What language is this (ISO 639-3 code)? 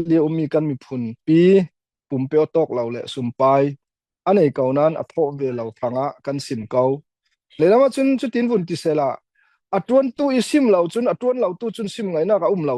cfm